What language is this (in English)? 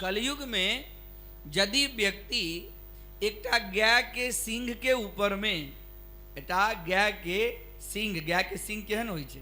Maithili